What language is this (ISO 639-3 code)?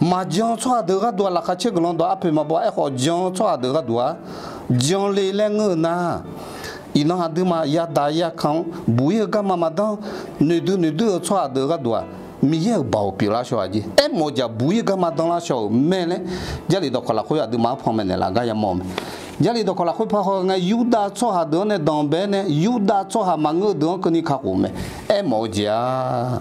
ahk